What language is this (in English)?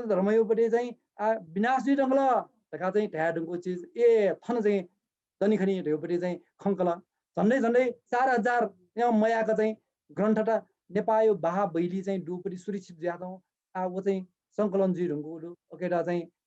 Newari